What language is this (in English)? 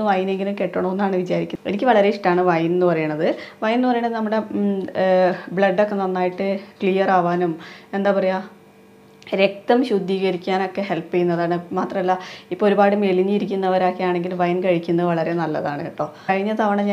Malayalam